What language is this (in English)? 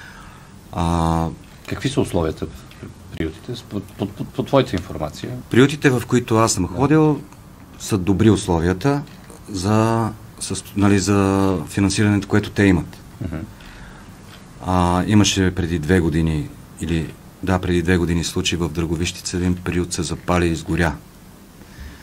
Bulgarian